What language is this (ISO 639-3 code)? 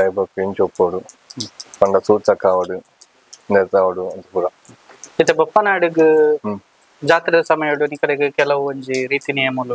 tcy